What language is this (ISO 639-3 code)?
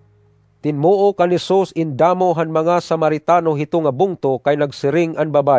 war